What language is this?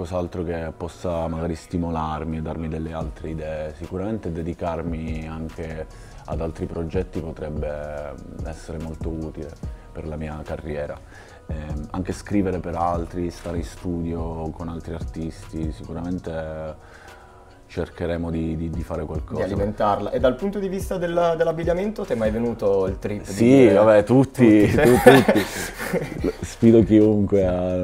Italian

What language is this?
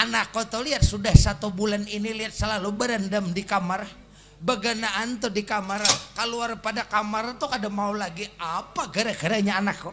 Banjar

